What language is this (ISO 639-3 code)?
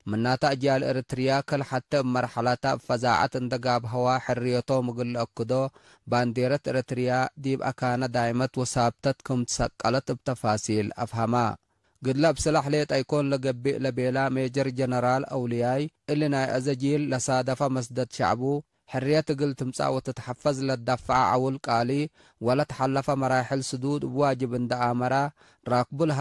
tig